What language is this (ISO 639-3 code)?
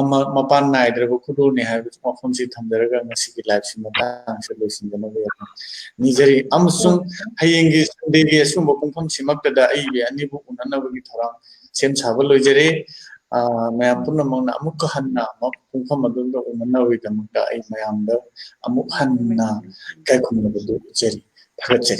mni